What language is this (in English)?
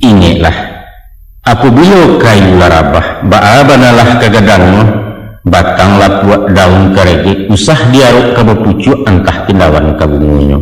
Minangkabau